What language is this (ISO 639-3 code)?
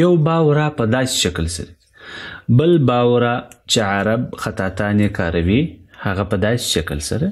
pus